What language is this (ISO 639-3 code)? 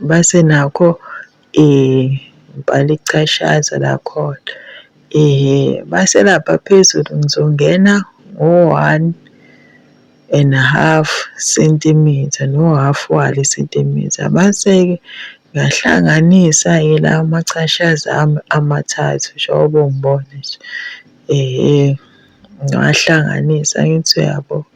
zul